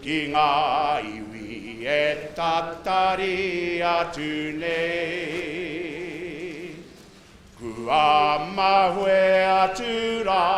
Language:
Māori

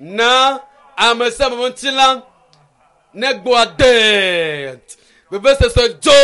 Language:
Ewe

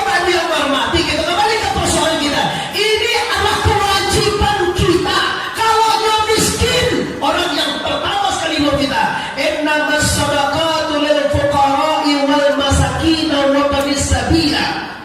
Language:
Minangkabau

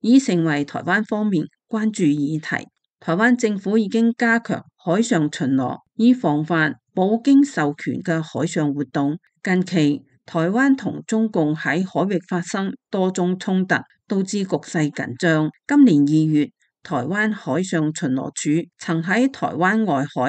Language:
Cantonese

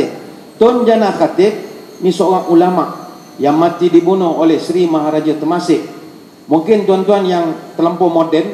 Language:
Malay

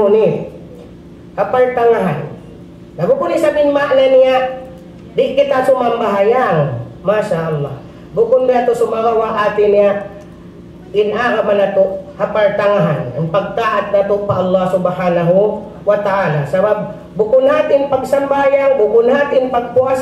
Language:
Tausug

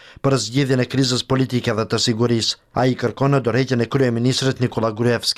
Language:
Albanian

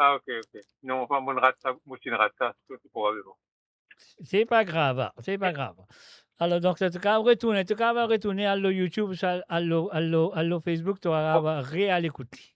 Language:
Morisyen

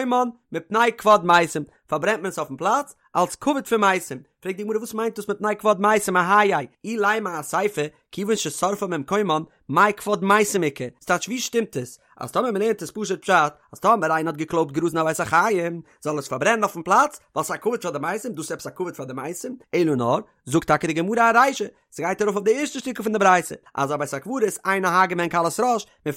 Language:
Yiddish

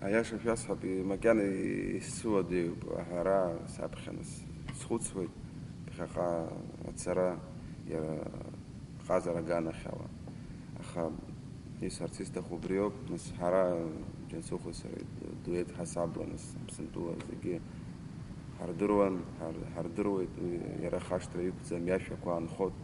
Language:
Abkhazian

